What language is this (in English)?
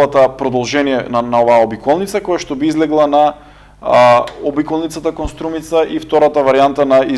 Macedonian